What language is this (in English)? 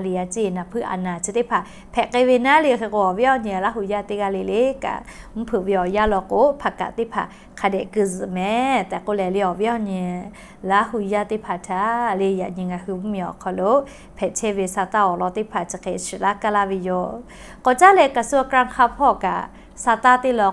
Lahu